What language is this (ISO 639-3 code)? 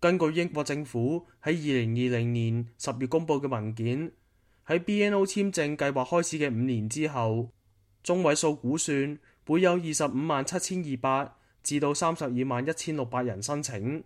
yue